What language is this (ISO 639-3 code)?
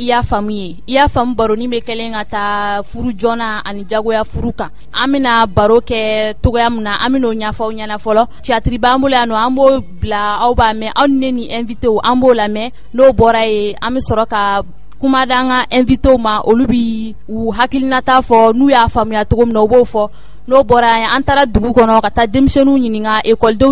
bam